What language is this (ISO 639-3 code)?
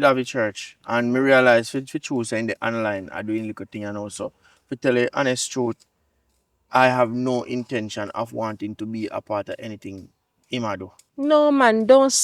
jam